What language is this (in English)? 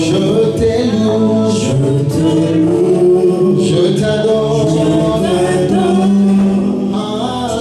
French